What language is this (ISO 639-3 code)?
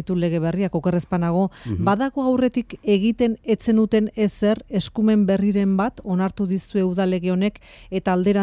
eus